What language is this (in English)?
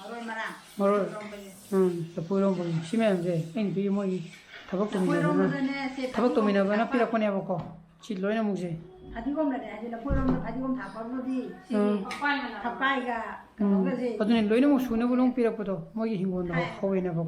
Manipuri